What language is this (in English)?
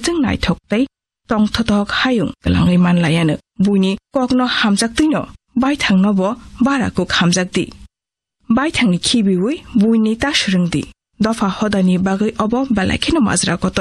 Kok Borok